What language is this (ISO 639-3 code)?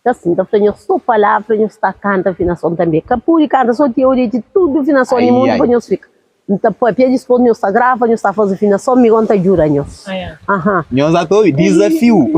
kea